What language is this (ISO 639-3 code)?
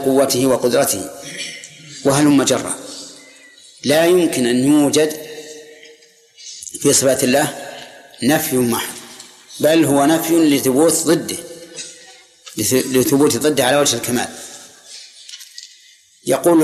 ara